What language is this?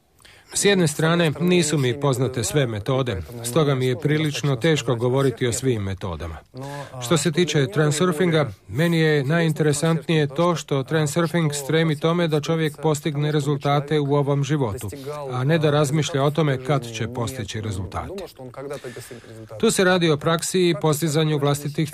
Croatian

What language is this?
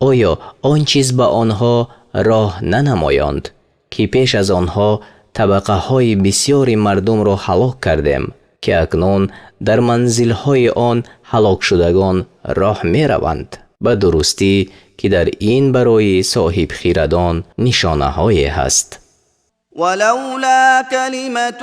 Tajik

